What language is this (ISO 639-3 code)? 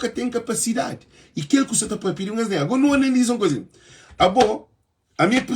kea